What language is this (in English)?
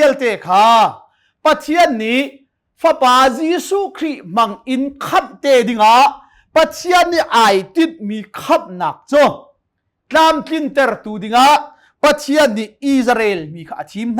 Hakha Chin